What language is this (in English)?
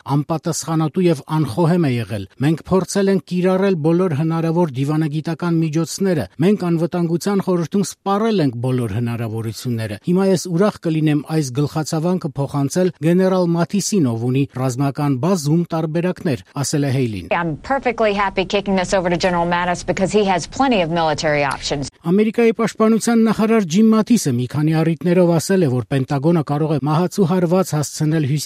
Armenian